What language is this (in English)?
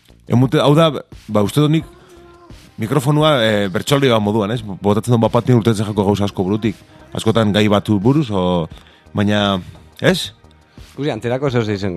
Basque